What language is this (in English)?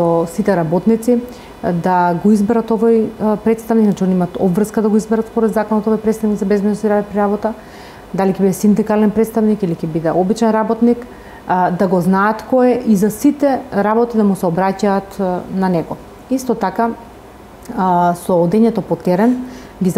Macedonian